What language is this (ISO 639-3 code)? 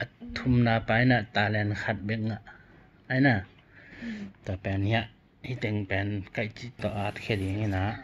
ctd